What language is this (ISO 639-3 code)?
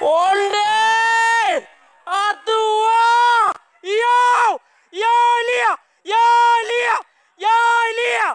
min